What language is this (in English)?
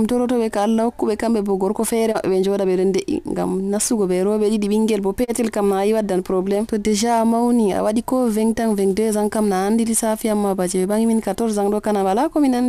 Nigerian Fulfulde